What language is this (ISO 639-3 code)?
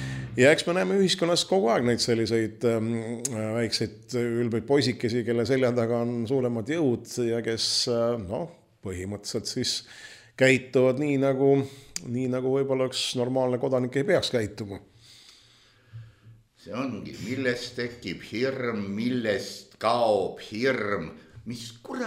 est